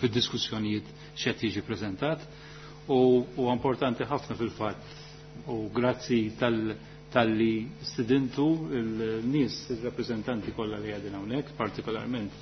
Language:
Maltese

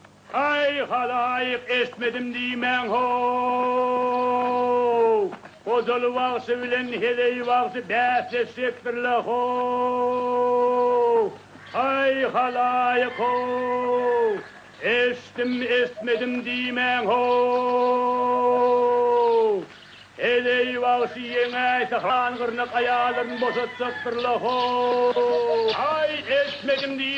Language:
Turkmen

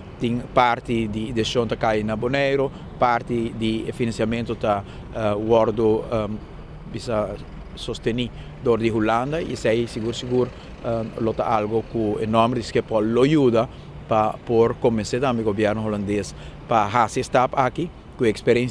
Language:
Papiamento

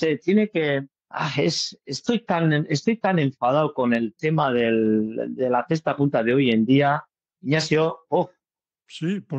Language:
Spanish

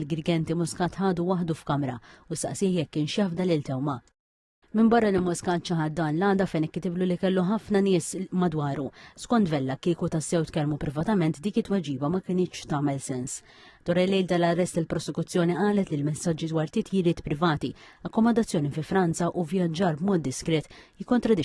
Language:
Maltese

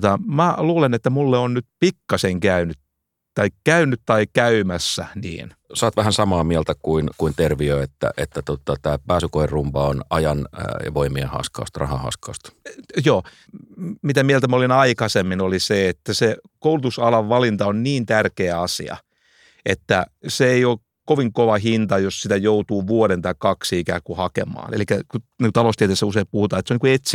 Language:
Finnish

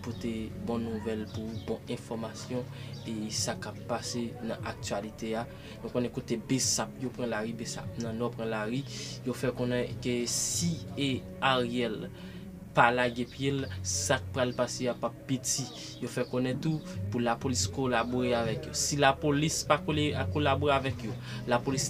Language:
Haitian Creole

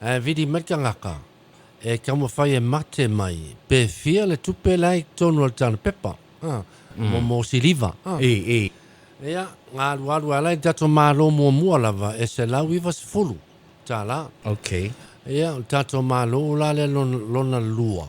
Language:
Samoan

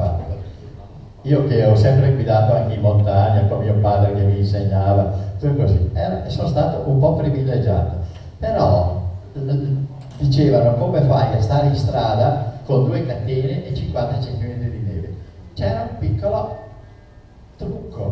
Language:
Italian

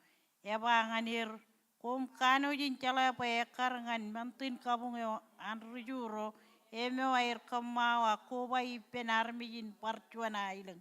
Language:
Marshallese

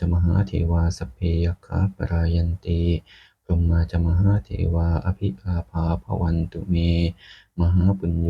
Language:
Pali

